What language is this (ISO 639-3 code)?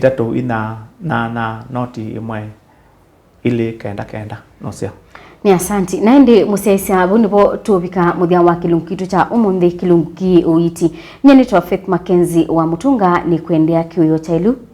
kam